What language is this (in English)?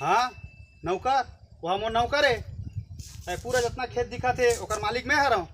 Chhattisgarhi